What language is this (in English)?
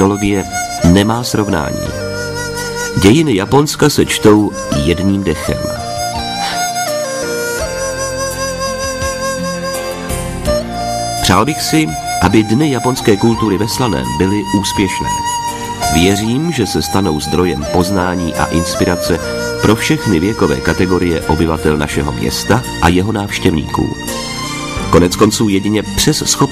Czech